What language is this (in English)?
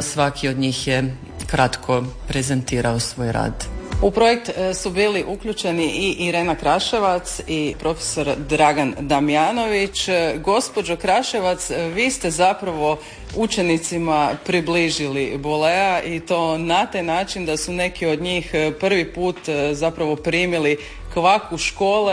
Croatian